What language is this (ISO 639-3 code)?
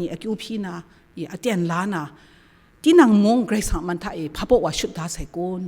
kac